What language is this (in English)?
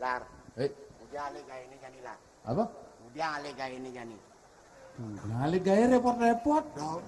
Balinese